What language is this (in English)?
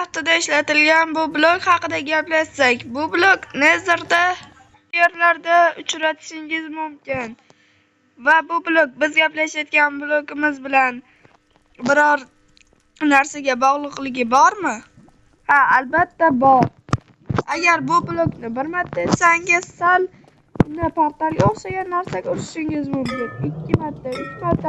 Uzbek